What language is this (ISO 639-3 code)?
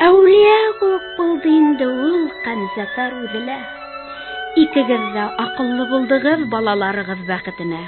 bak